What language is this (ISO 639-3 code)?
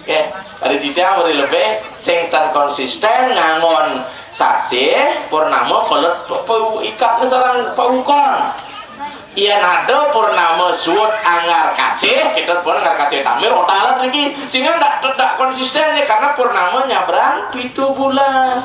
ban